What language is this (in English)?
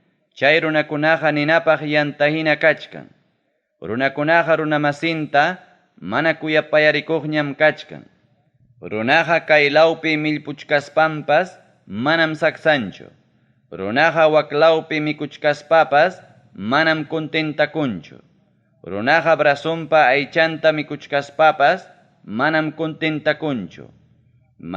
Ayacucho Quechua